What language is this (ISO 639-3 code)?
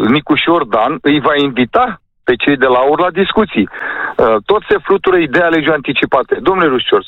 ron